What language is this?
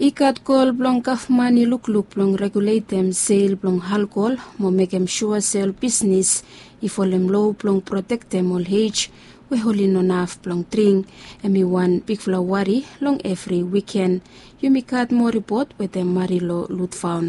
Bislama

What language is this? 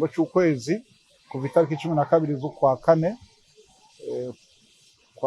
Rundi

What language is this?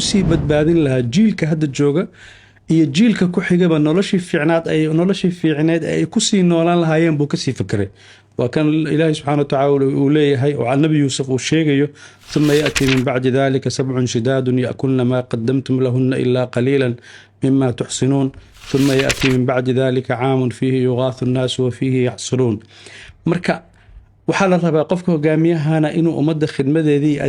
Somali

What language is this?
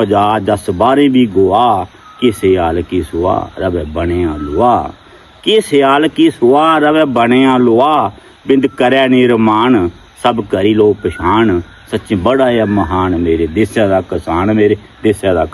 Dogri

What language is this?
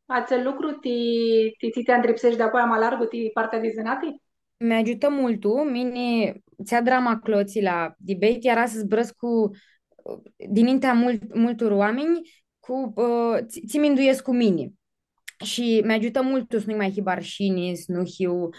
Aromanian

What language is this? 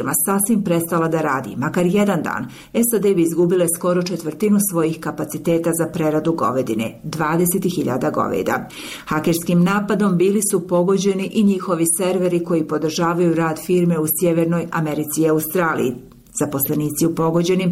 Bosnian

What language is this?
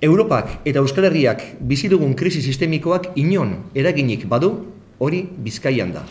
Basque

